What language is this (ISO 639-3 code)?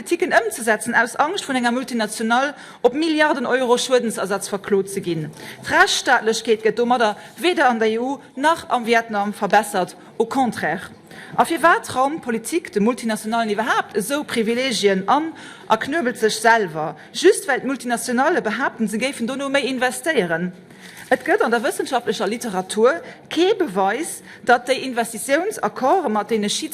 ltz